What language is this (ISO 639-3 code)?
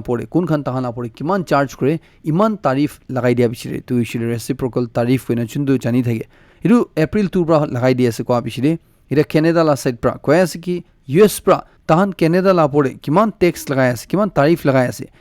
nag